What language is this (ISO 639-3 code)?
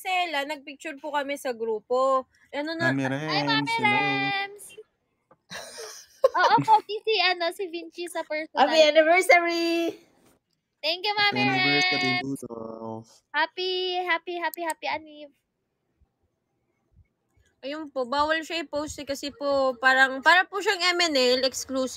fil